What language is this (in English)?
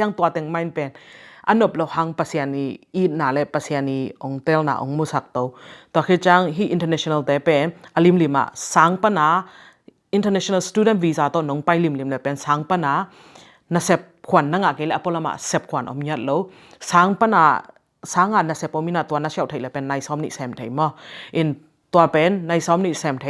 Tedim Chin